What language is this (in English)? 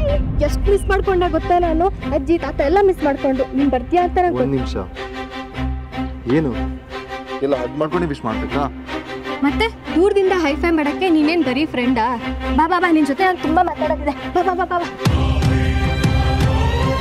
Kannada